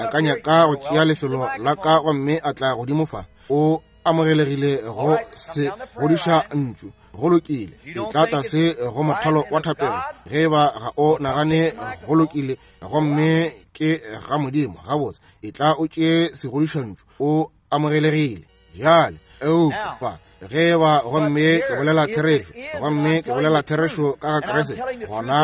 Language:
Northern Sotho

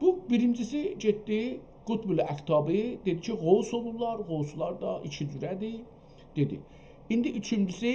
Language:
South Azerbaijani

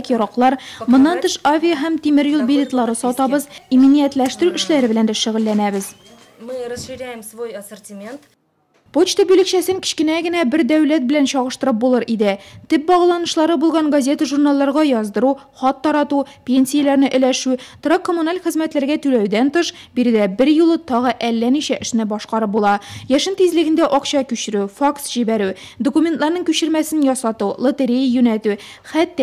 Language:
Tatar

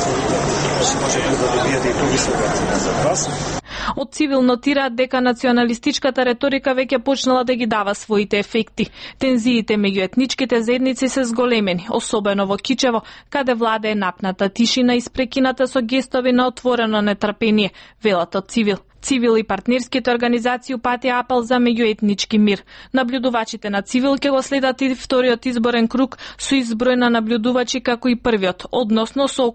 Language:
Macedonian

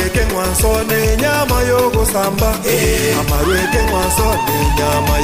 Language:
Gusii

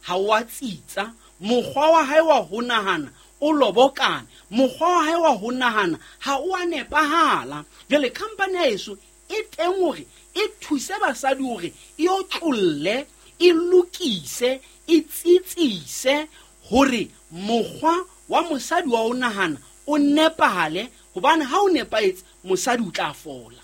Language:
Southern Sotho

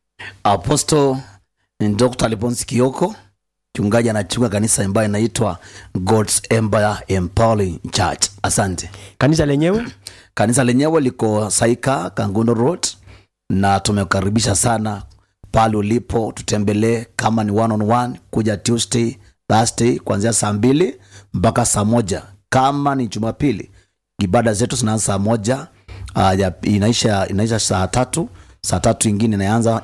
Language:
Swahili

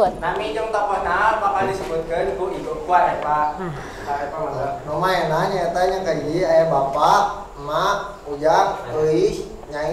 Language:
Sundanese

